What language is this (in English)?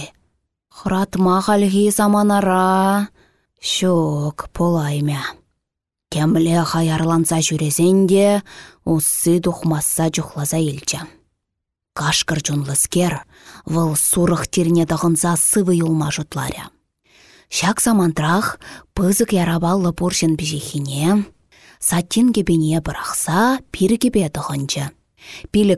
Chuvash